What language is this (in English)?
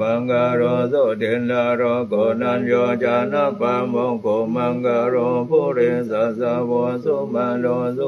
Pali